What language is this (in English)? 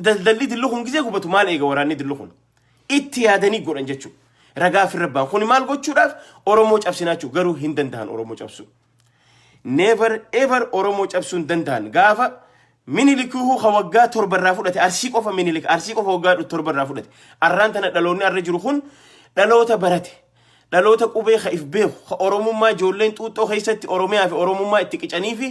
Oromo